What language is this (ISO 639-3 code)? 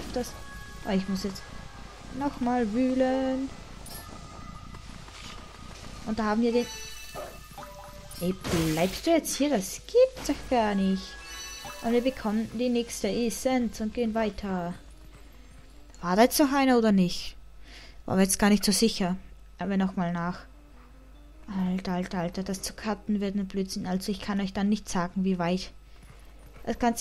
deu